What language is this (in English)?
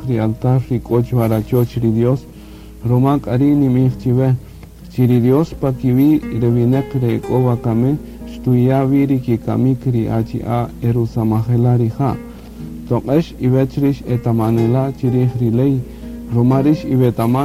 Kaqchikel